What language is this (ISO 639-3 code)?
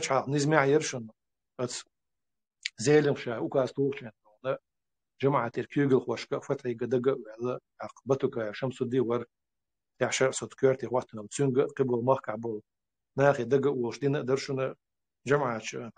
che